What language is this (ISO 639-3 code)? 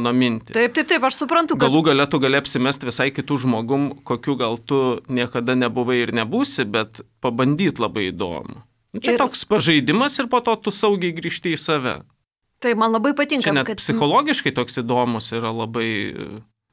lit